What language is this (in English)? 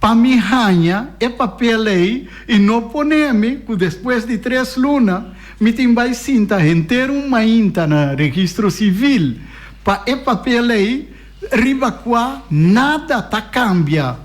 Papiamento